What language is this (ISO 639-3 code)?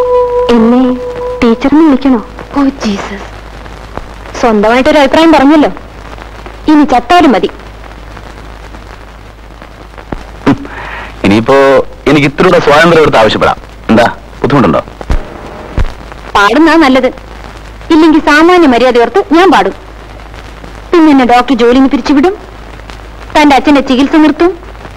mal